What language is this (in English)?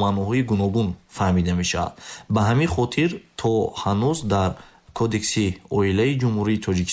Tajik